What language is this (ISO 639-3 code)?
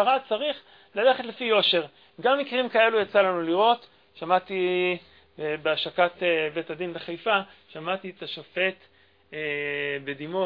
heb